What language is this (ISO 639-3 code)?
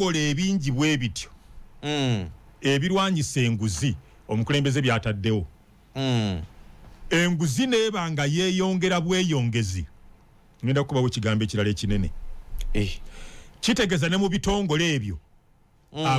lug